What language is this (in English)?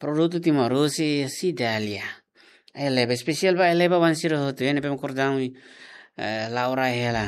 Tetum